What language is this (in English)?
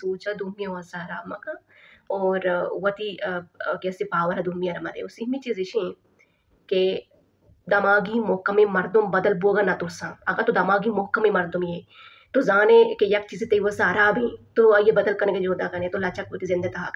Baluchi